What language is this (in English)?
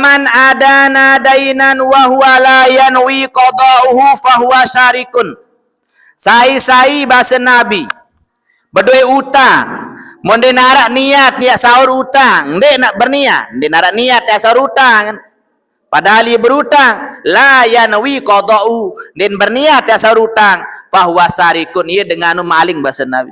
Sasak